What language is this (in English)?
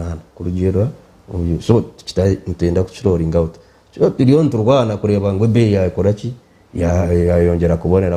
Nyankole